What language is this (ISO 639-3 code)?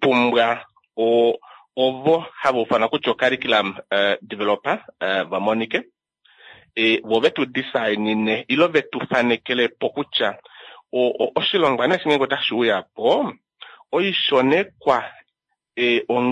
kua